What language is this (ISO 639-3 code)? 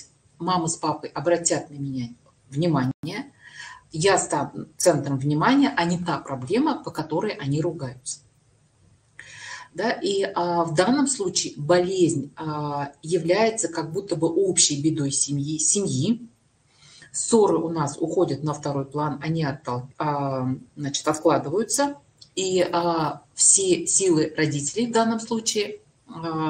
rus